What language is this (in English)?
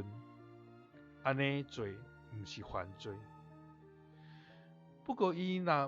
Min Nan Chinese